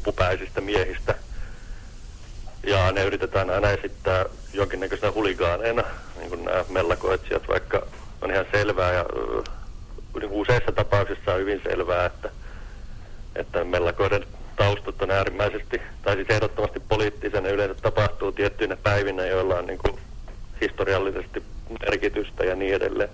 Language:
Finnish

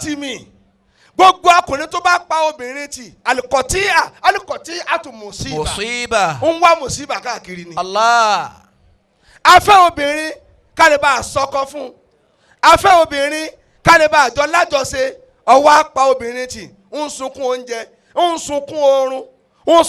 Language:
Yoruba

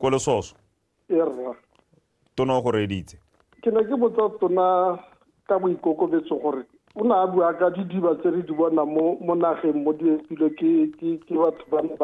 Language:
Tswana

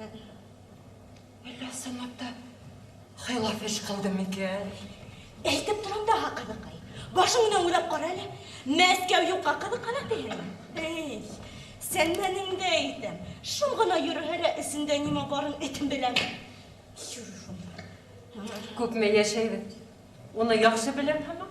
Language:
Bashkir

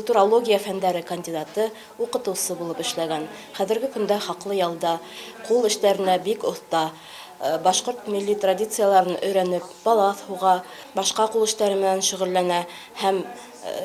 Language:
Bashkir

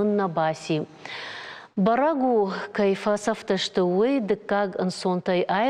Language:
Ossetic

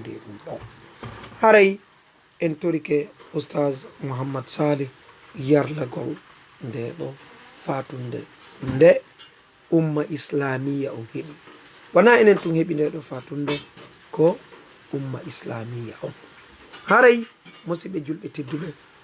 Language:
Fula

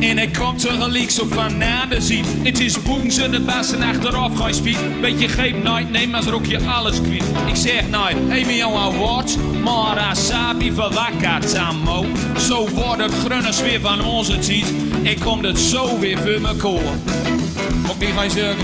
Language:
Gronings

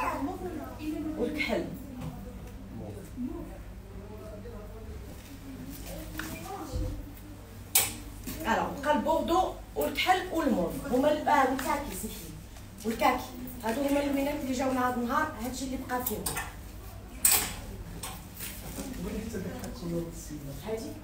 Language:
Moroccan Arabic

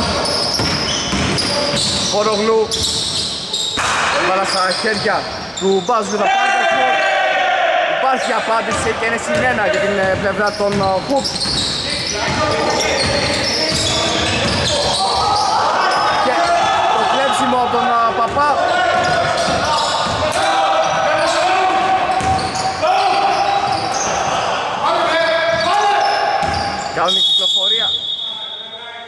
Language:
Greek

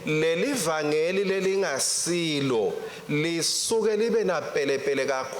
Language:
Swati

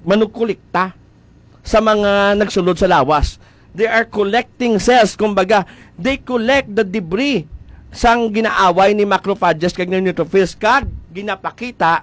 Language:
Hiligaynon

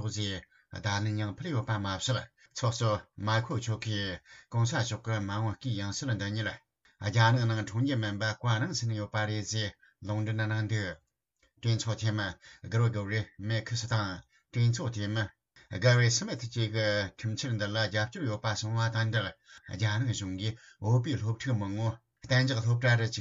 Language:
Tibetan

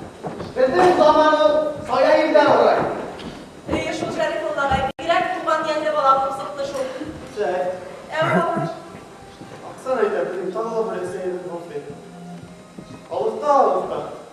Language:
Bashkir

